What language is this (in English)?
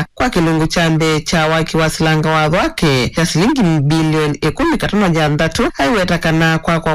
Kamba